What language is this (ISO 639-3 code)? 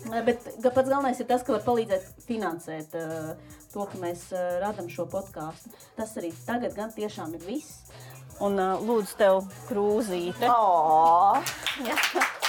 lav